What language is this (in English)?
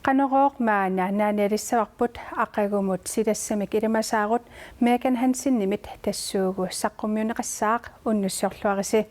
Kalaallisut